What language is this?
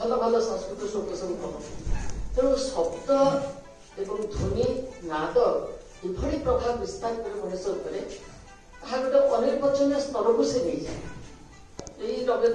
Odia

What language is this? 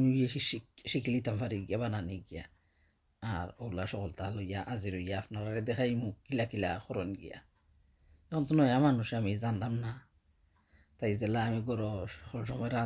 Sylheti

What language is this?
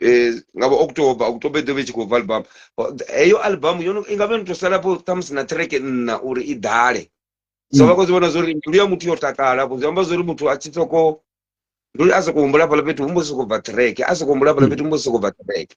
Venda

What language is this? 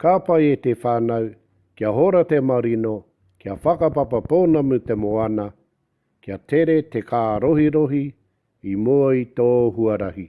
Māori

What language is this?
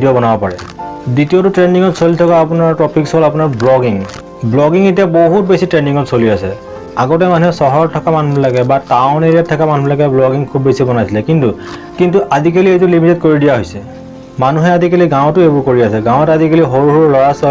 Assamese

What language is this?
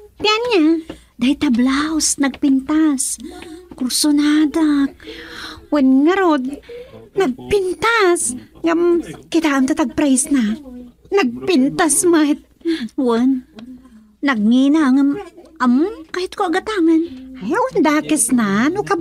Iloko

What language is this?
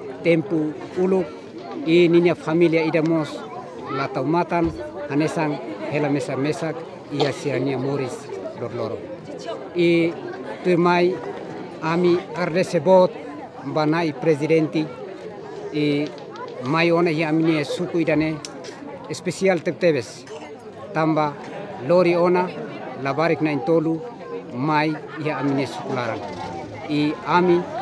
Tetum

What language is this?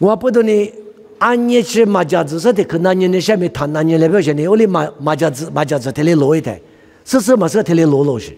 Lisu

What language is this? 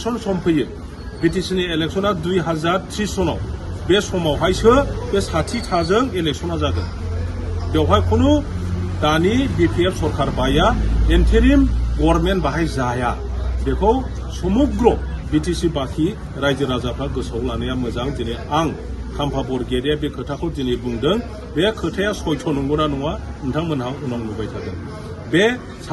Bodo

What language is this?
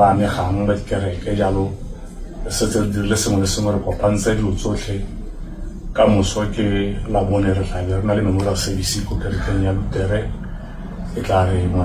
Tswana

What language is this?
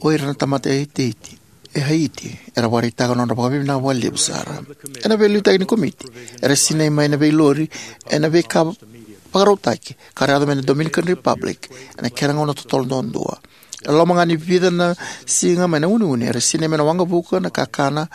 Fijian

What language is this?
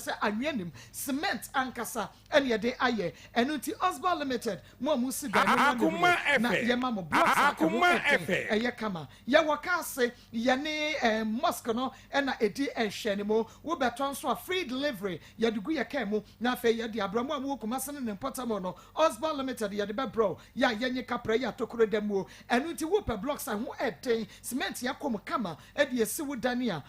Akan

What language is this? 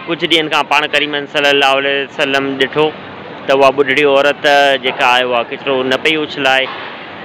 Sindhi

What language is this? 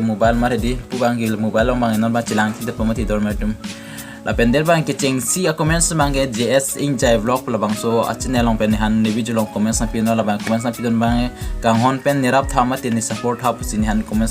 Karbi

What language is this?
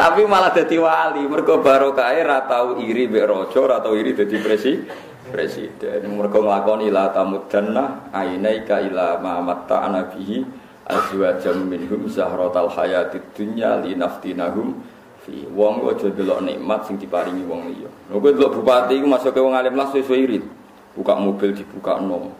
Javanese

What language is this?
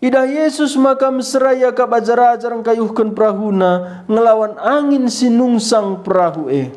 Batak Karo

